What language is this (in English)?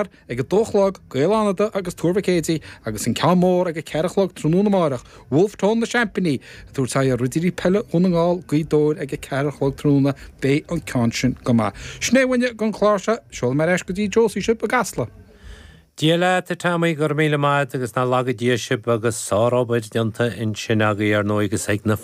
Irish